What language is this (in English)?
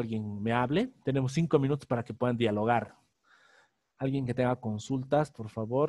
Spanish